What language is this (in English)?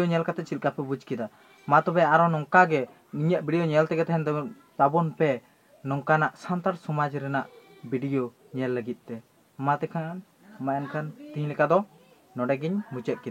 Santali